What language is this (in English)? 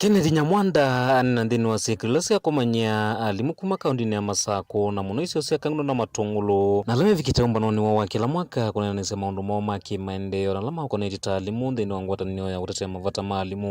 Kamba